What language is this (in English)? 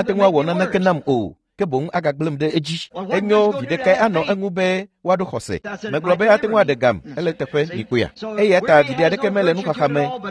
Ewe